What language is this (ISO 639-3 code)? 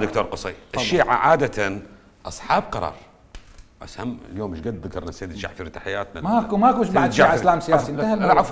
acm